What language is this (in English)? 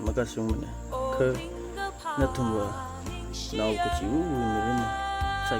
Tangkhul Naga (India)